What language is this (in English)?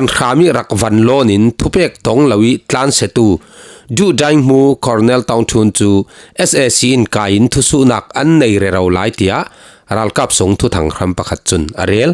Falam Chin